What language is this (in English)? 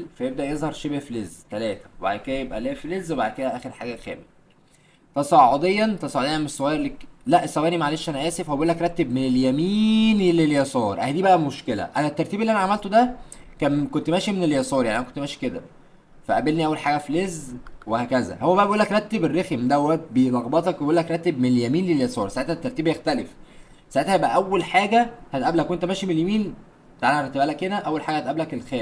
Egyptian Arabic